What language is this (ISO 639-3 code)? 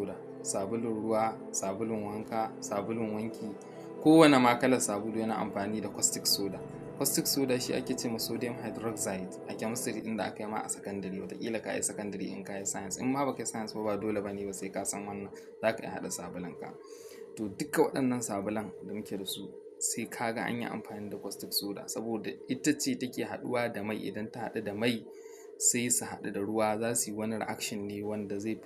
hau